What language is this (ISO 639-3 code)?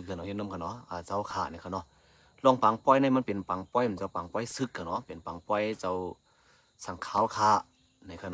shn